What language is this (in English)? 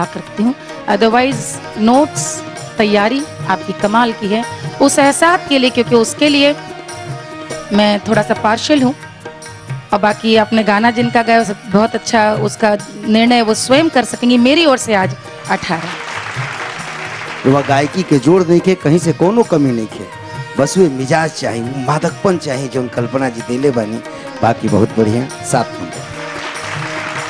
Bhojpuri